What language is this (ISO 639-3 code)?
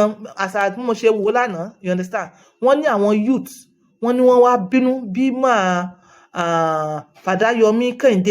yor